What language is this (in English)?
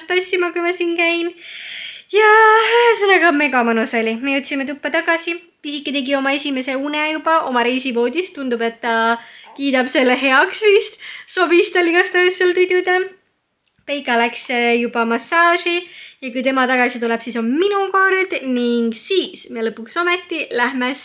Estonian